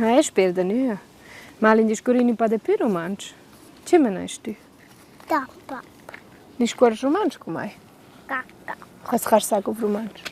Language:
Romansh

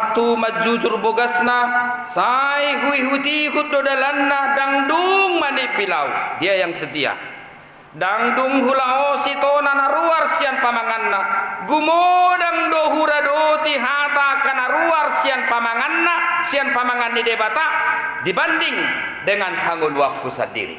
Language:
Batak Toba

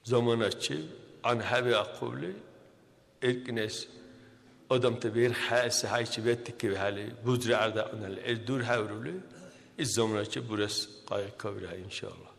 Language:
Dargwa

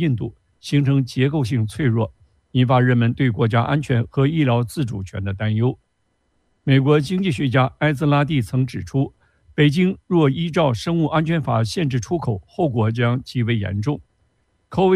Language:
Chinese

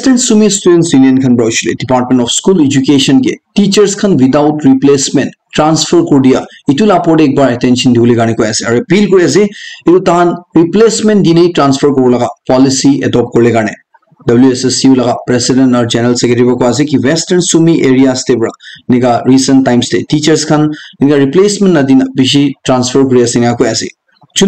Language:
Naga Pidgin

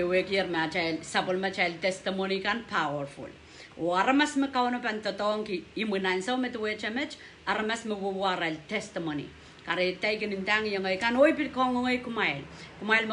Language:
Pohnpeian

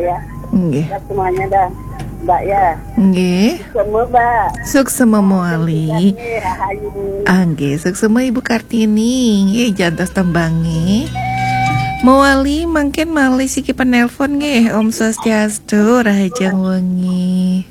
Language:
Balinese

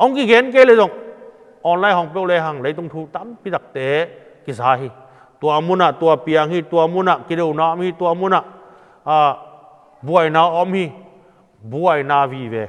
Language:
Tedim Chin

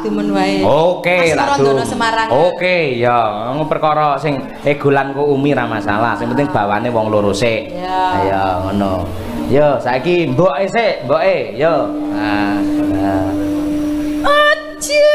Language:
Javanese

